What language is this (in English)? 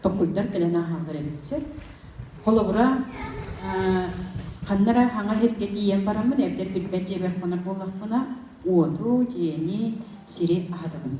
Yakut